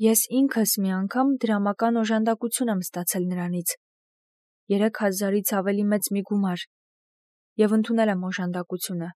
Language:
Armenian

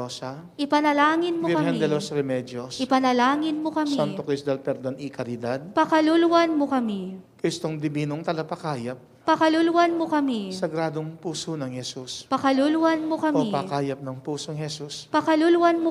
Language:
Pampanga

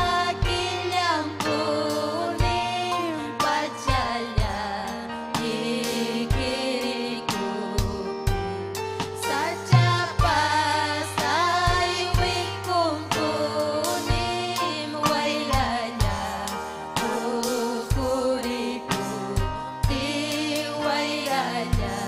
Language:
Ayacucho Quechua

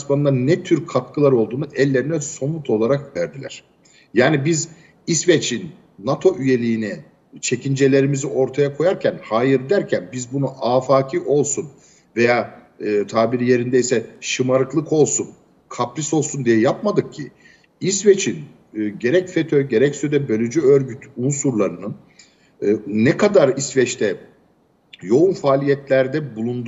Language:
Turkish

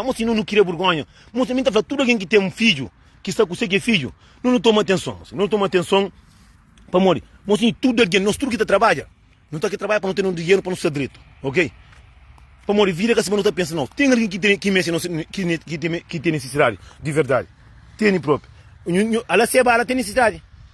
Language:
Kabuverdianu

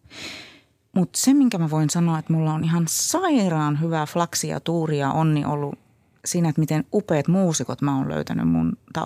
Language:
Finnish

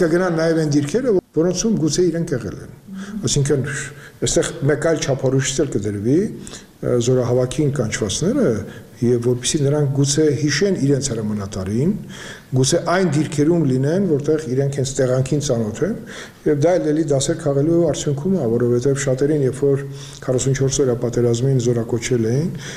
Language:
Armenian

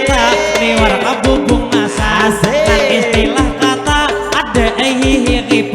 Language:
Banjar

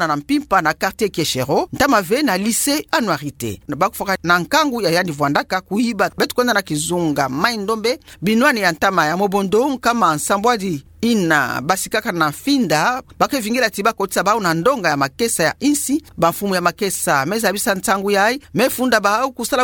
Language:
Kituba (Democratic Republic of Congo)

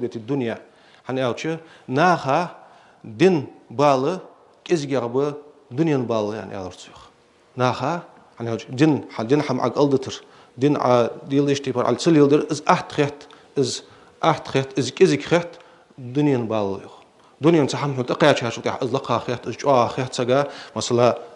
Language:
Ingush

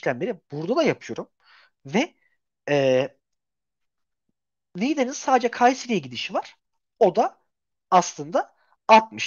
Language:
Turkish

